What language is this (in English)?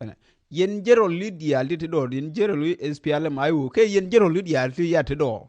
Nuer